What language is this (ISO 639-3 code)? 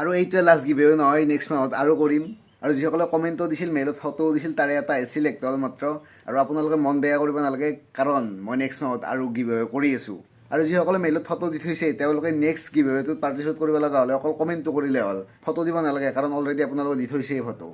asm